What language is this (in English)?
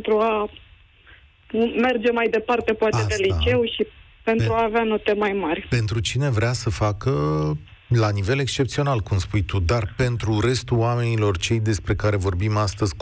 Romanian